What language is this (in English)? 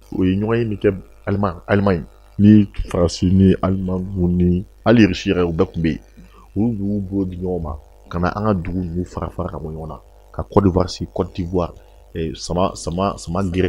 Bambara